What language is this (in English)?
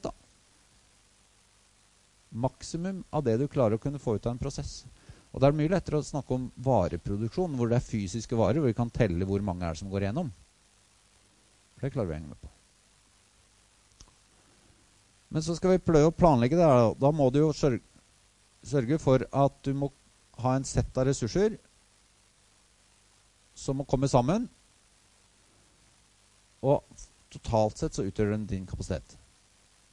Norwegian